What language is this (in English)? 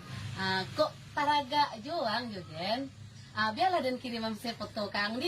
Minangkabau